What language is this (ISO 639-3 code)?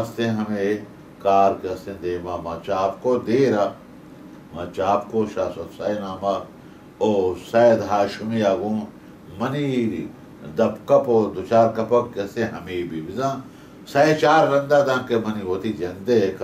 bal